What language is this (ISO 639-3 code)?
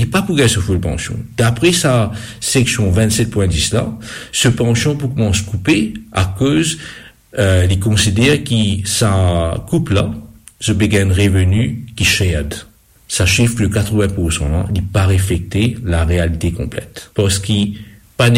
mfe